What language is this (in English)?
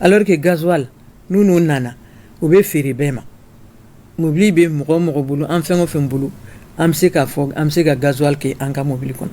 Bambara